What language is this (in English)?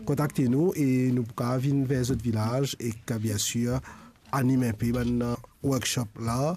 Morisyen